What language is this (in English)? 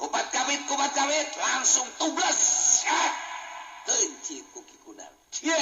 Sundanese